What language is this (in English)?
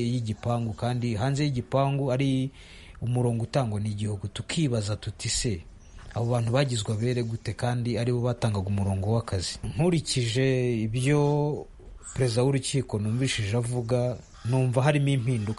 Kinyarwanda